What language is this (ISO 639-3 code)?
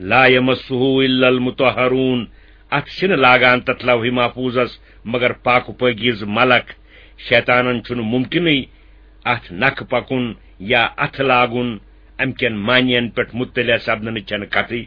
kas